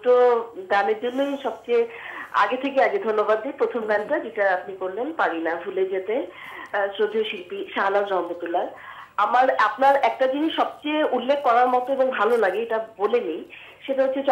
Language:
Bangla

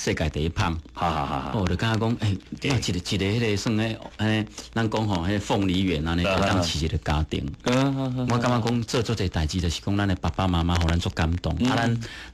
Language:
Min Nan Chinese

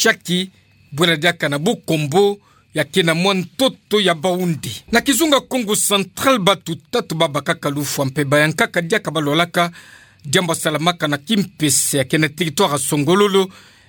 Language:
Kituba (Democratic Republic of Congo)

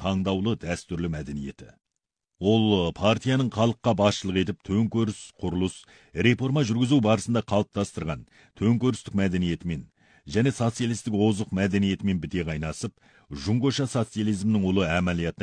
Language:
Kazakh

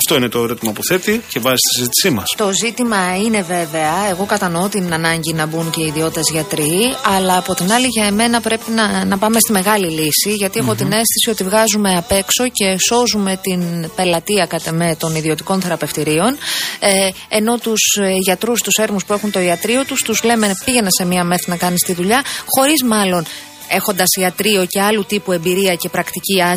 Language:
Greek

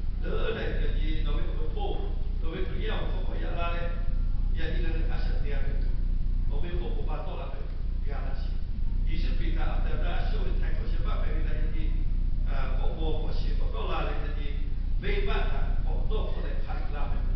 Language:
Lahu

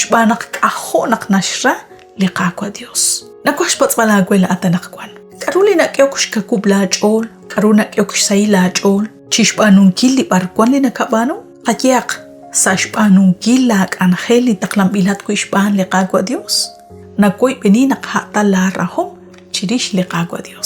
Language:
Kekchí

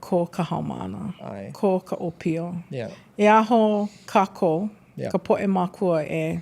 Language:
Hawaiian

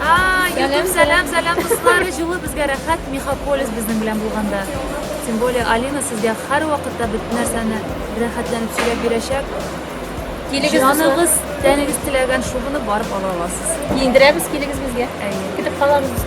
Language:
Tatar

